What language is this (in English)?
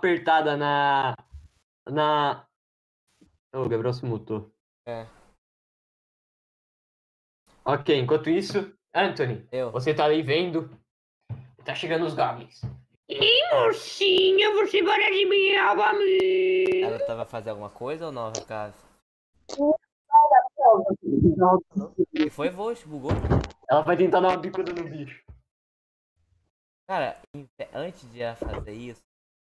Portuguese